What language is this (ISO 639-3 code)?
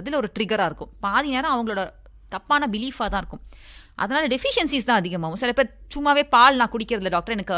tam